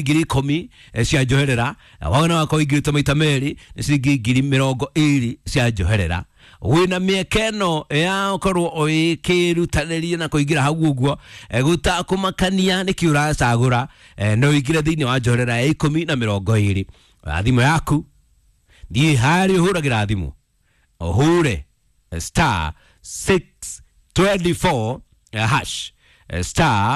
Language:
Kikuyu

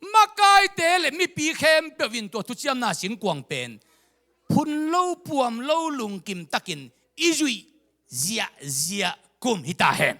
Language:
Tedim Chin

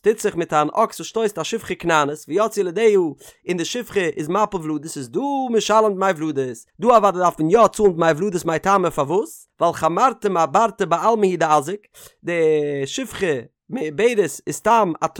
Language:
Yiddish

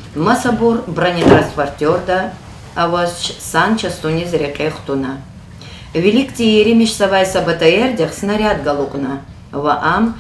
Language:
Lezghian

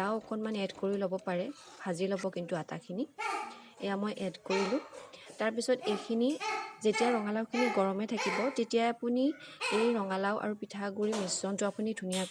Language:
Assamese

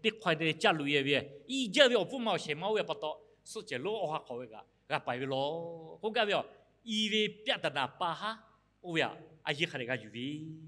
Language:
Lahu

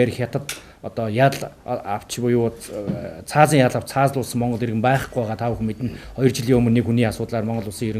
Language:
Mongolian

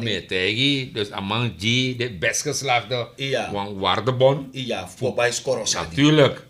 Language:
Sranan Tongo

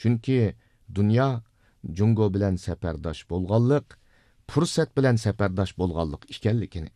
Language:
Uyghur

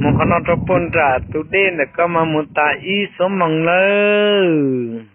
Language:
Hmong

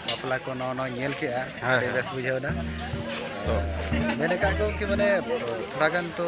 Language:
Santali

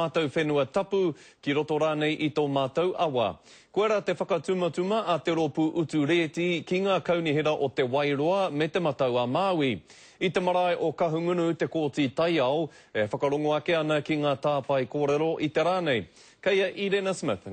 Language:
Māori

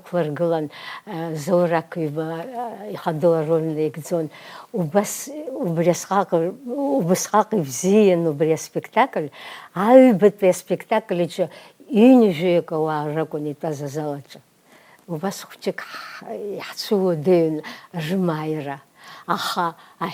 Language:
Abkhazian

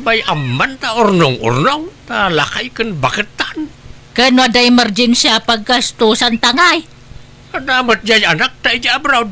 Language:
Iloko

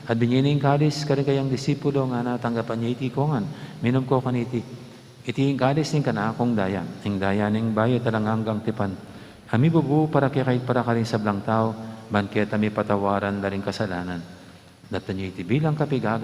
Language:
Pampanga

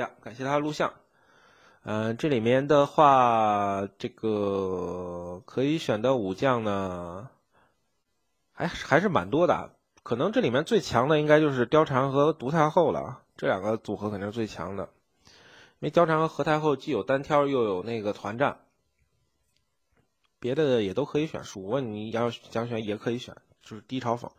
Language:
Chinese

